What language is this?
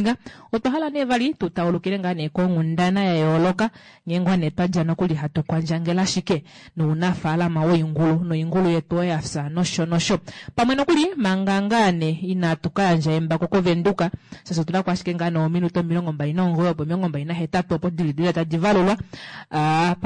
Kuanyama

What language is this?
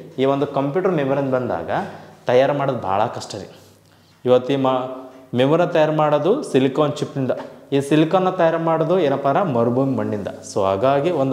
Kannada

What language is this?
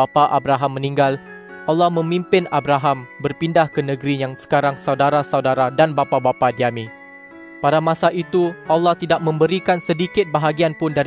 Malay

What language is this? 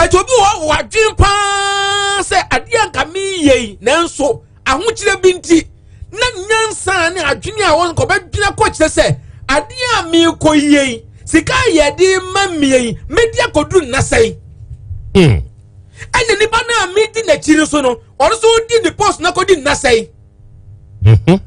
Akan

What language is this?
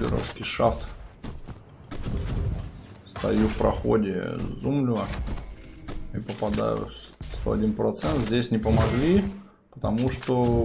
Russian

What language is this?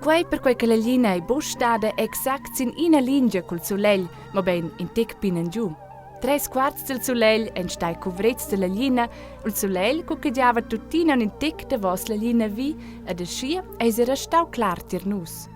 Romansh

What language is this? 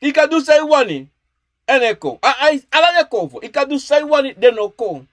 Sranan Tongo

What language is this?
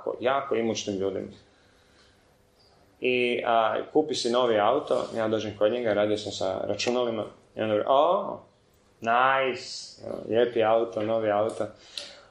Croatian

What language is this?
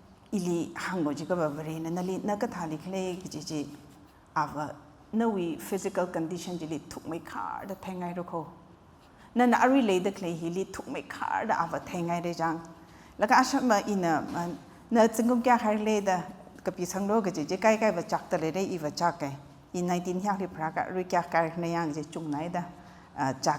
Tangkhul Naga (India)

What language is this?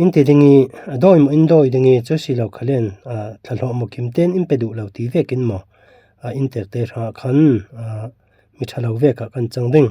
Falam Chin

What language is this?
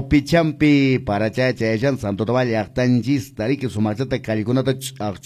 Quechua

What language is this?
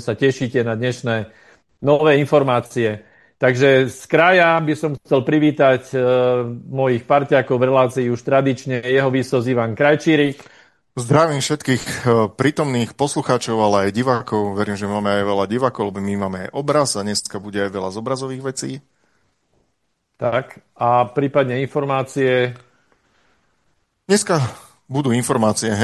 Slovak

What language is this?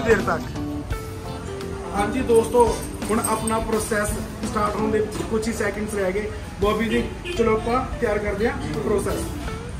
Punjabi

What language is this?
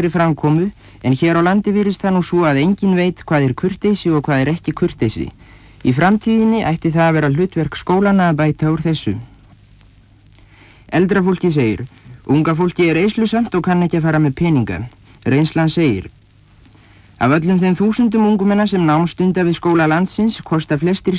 Icelandic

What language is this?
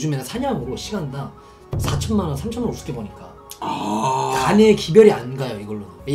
Korean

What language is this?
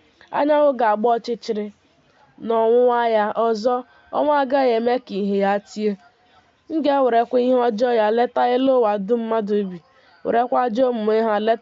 Igbo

